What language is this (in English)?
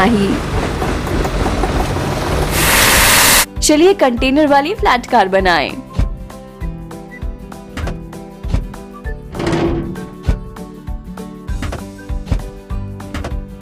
Hindi